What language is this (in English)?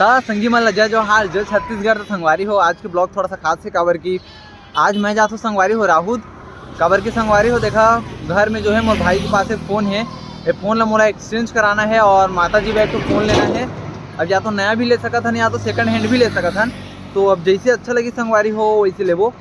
Chhattisgarhi